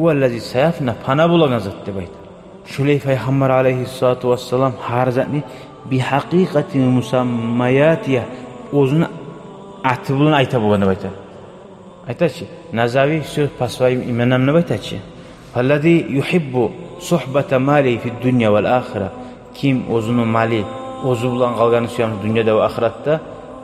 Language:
Kumyk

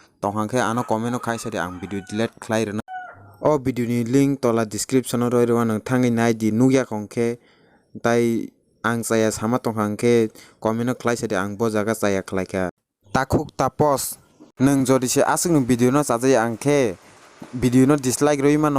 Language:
Kok Borok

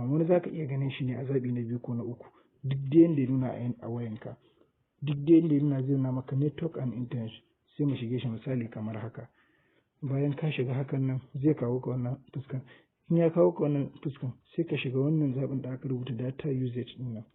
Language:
Hausa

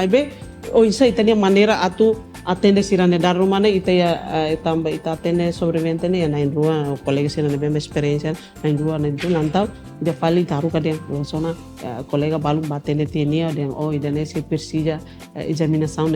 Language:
Tetum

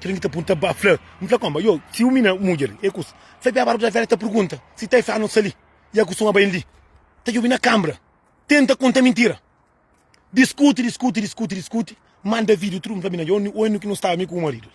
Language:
Kabuverdianu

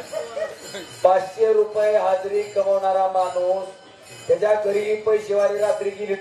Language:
Marathi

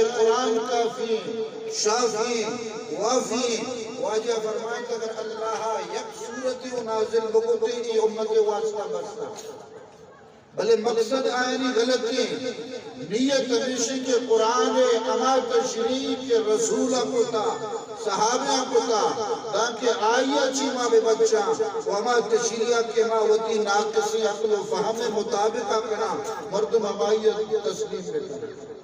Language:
Eastern Balochi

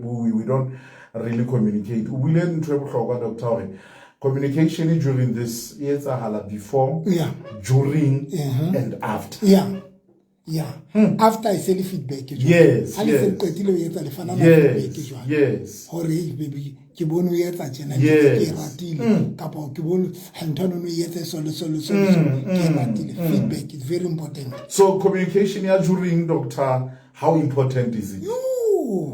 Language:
Southern Sotho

